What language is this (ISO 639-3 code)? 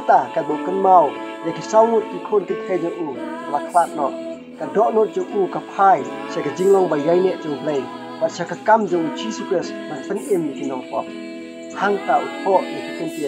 kha